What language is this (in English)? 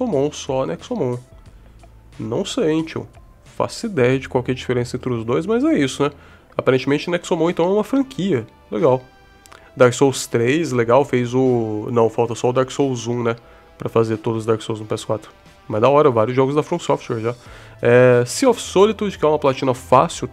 Portuguese